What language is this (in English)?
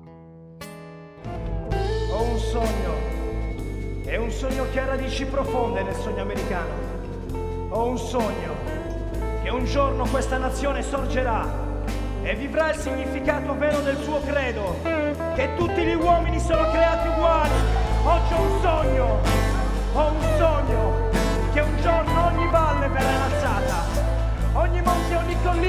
Italian